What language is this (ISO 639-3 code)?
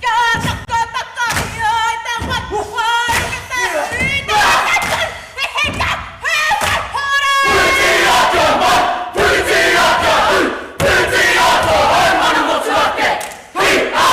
mri